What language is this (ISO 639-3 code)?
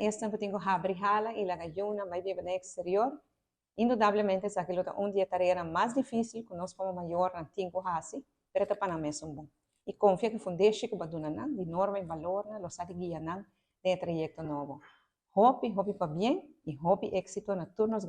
pap